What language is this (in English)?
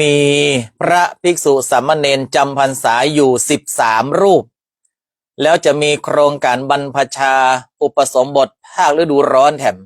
Northern Thai